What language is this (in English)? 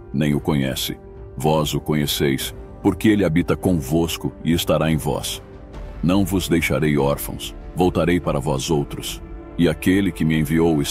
Portuguese